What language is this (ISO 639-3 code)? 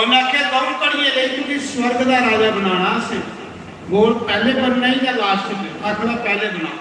doi